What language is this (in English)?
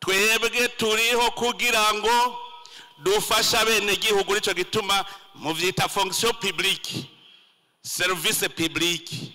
Rundi